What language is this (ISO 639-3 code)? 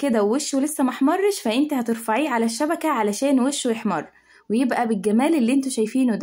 arz